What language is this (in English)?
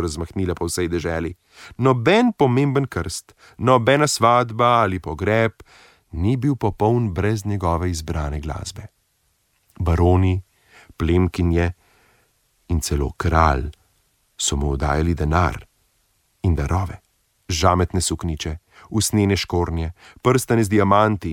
Slovenian